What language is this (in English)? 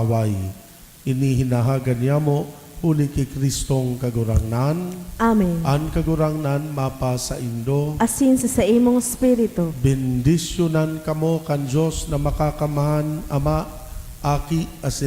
Bikol